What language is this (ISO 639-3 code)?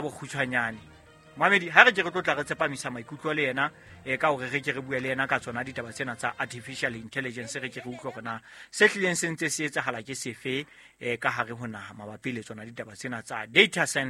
sot